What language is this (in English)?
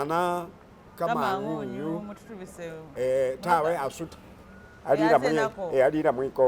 Masaaba